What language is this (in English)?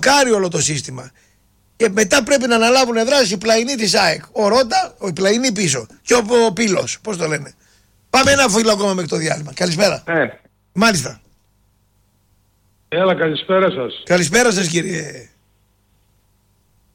Greek